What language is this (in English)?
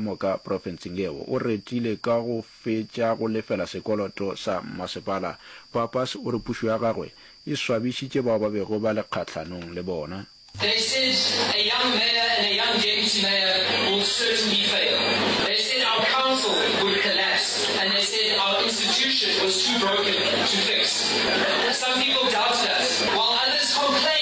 Northern Sotho